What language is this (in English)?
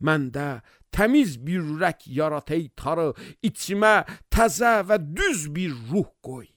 Azerbaijani